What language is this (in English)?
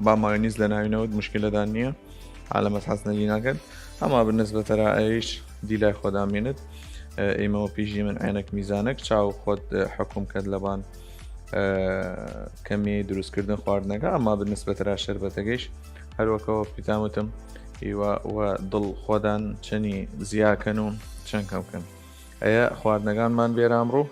Southern Kurdish